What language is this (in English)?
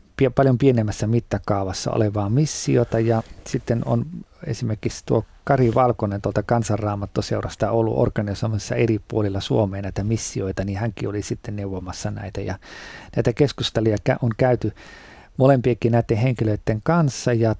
Finnish